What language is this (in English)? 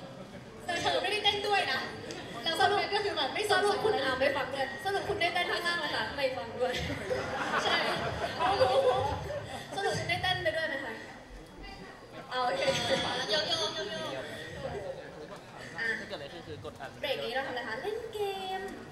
Thai